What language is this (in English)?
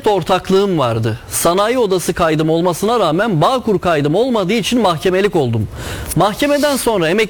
Turkish